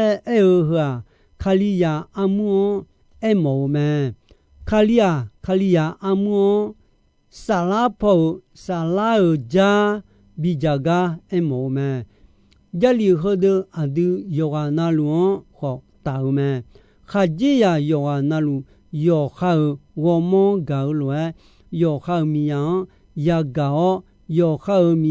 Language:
Akha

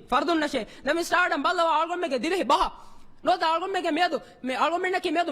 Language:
Divehi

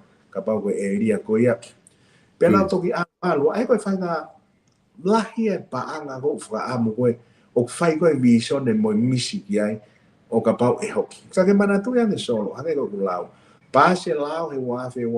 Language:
Tongan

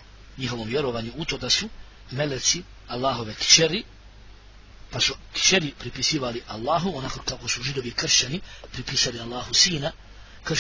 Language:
Bosnian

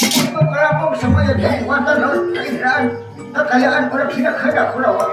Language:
Banjar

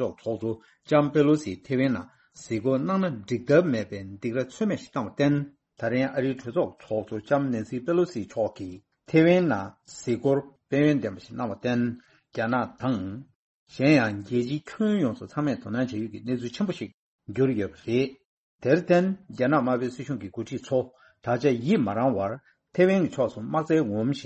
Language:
Tibetan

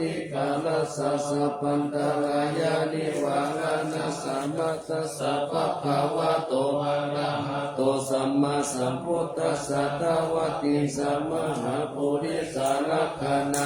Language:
Pali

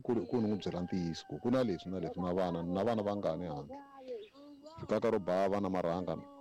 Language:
Tsonga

